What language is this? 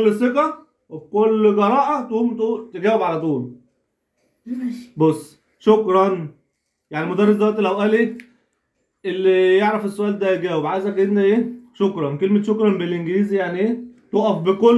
Egyptian Arabic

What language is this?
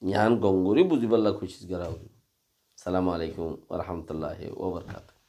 Rohingya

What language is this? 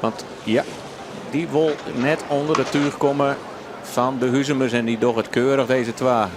Western Frisian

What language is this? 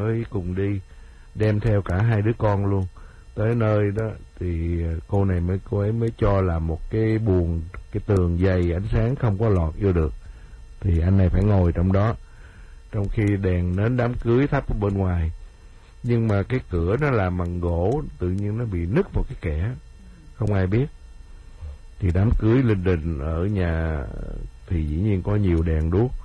Vietnamese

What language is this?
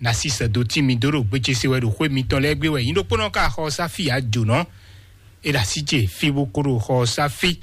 Fon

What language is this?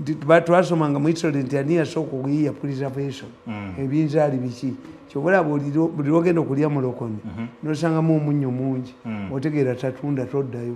Ganda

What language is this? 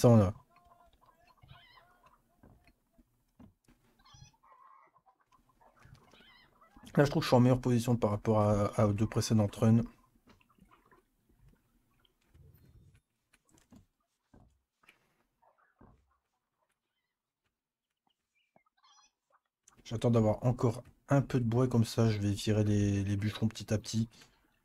French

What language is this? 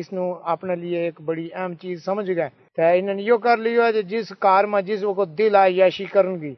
Gujari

